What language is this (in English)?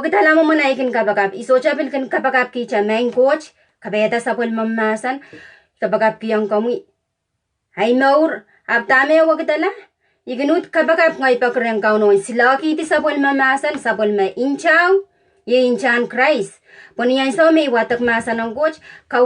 Pohnpeian